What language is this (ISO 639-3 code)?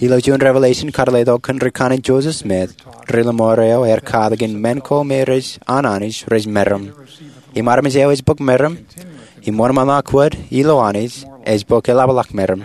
mah